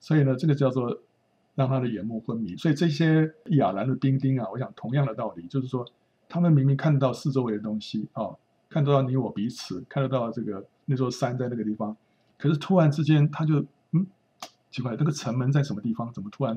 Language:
Chinese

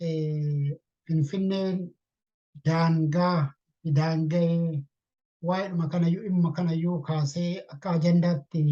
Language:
Oromo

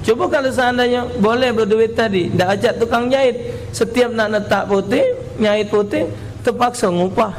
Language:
Musi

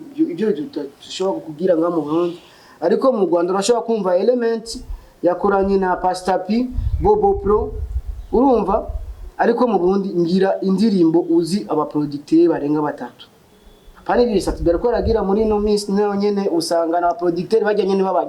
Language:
Rundi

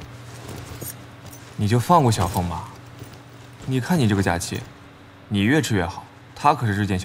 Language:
Chinese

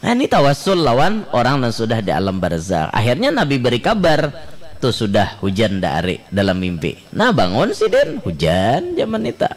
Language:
Banjar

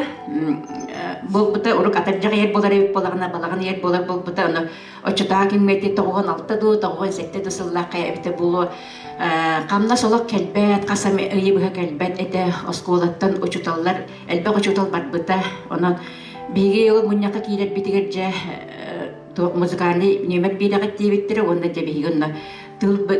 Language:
Yakut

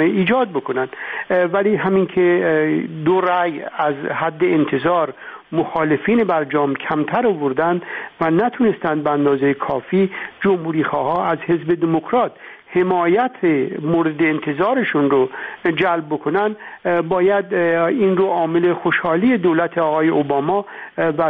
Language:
Persian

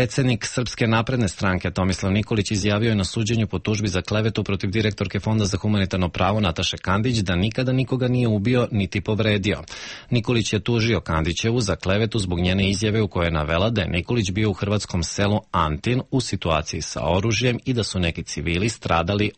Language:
Serbian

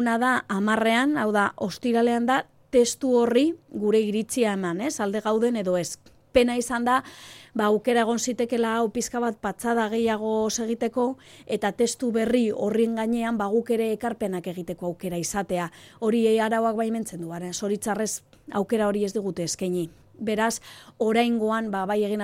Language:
Basque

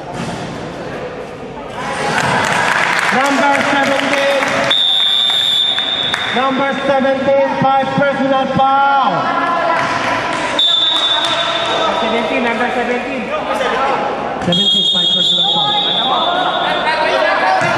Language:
Filipino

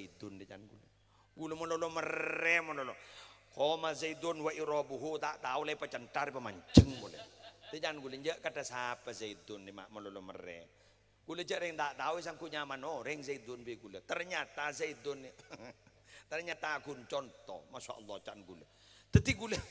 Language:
Madurese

